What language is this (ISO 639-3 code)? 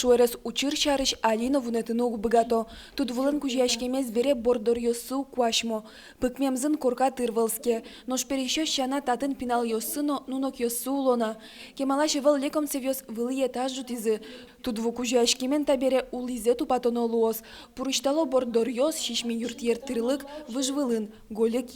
udm